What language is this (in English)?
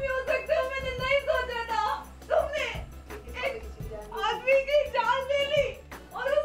Hindi